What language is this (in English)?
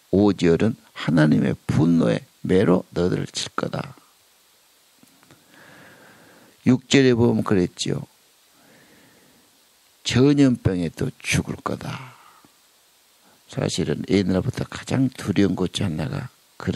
Korean